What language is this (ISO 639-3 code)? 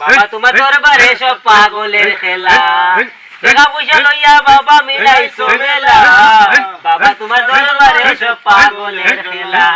syl